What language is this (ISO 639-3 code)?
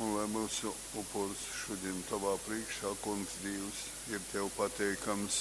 ltg